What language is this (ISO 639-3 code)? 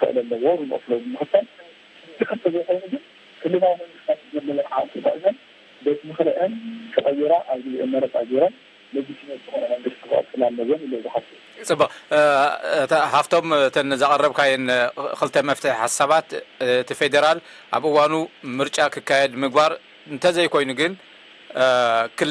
tir